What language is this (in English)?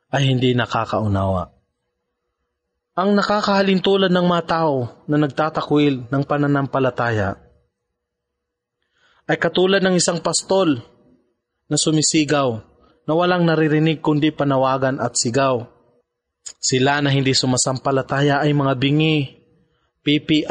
Filipino